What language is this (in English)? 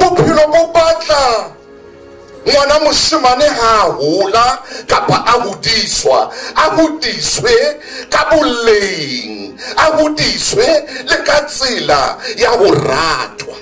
Southern Sotho